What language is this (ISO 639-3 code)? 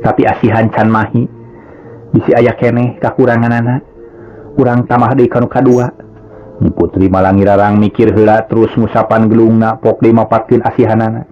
sun